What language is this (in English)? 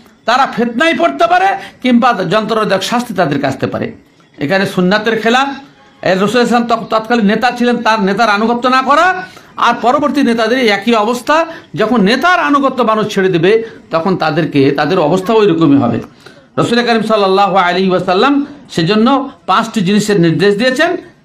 Bangla